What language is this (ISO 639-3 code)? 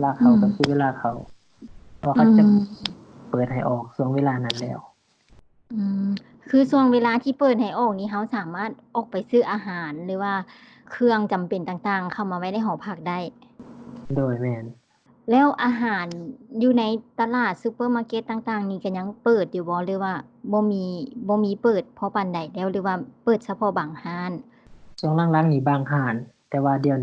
lao